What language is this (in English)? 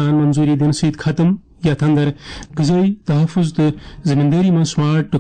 Kashmiri